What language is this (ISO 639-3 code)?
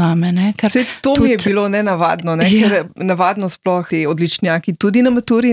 slv